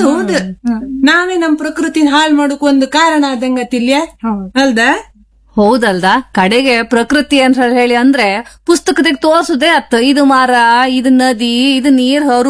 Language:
Kannada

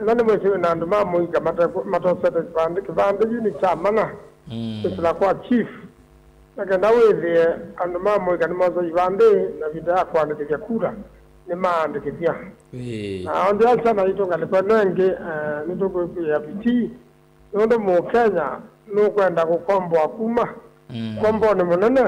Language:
Kamba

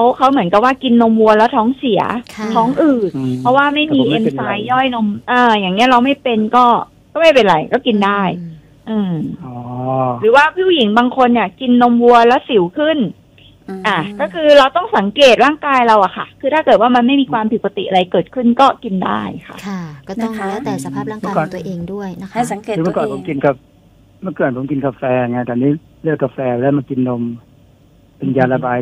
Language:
Thai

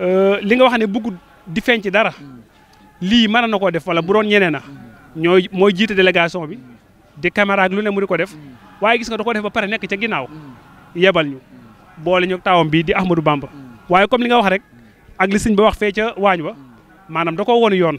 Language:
Wolof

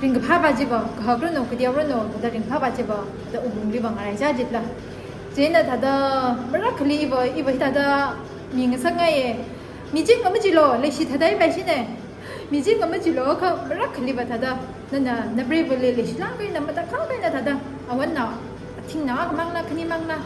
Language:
Tangkhul Naga (India)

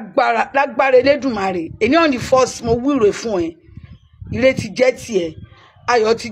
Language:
Yoruba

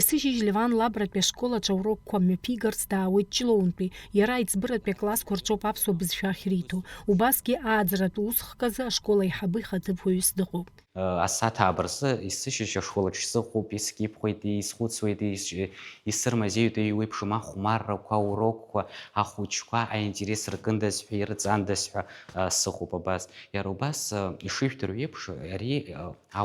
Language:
Abkhazian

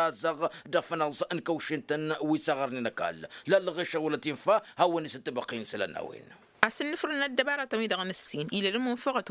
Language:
Tamasheq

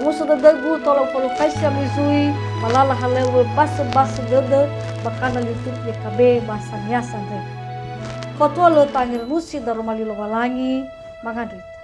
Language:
Nias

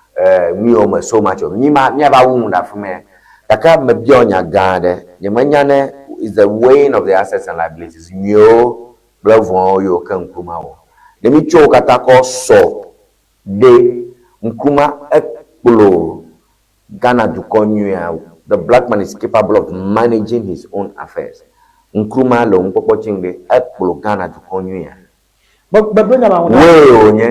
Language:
Ewe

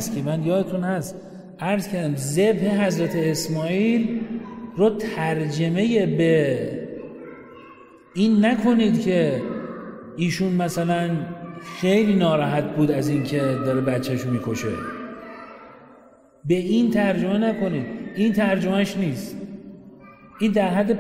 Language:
Persian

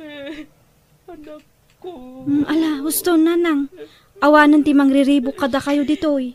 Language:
Iloko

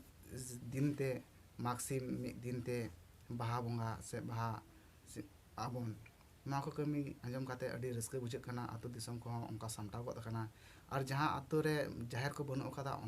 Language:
Santali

